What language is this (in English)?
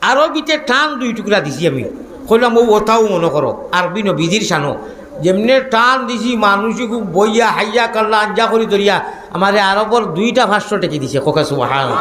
Sylheti